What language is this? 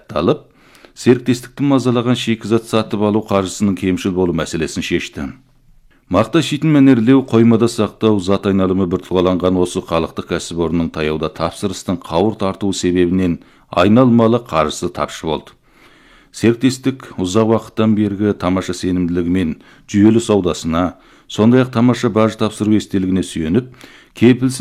Kazakh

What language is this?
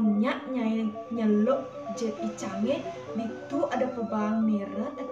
Balinese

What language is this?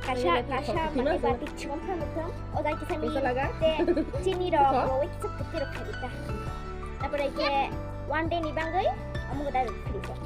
Kok Borok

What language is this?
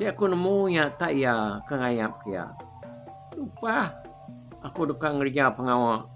Iban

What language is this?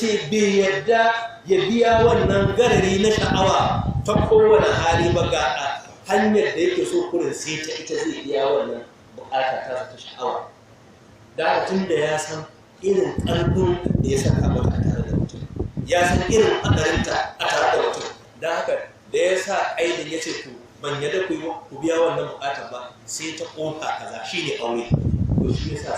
Hausa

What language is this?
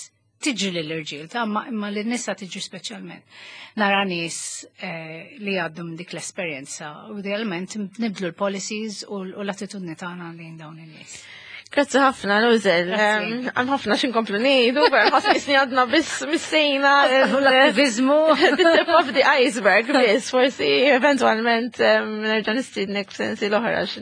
Maltese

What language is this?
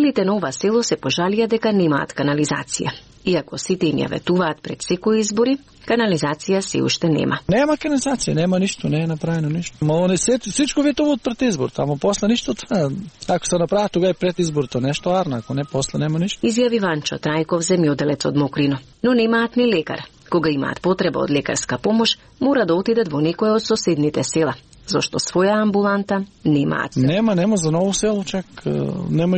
Macedonian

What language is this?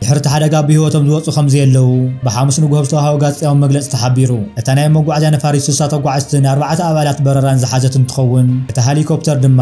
Tigrinya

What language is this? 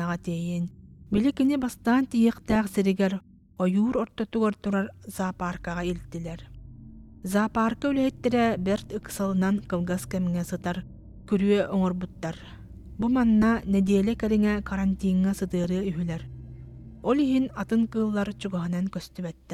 Yakut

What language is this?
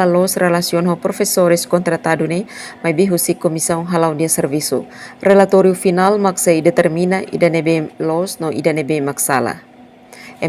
Tetum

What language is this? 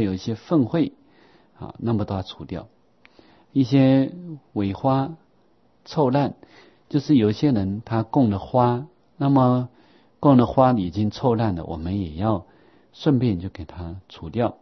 Chinese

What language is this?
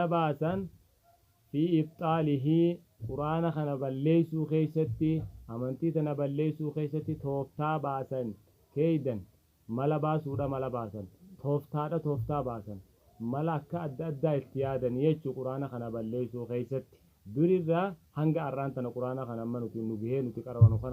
Oromo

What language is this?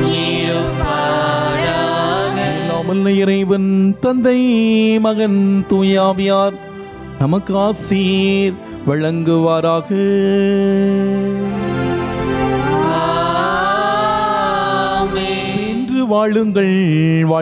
Tamil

